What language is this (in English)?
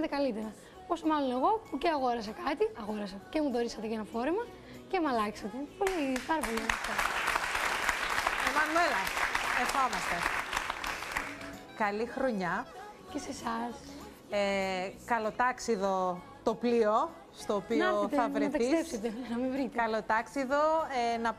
Greek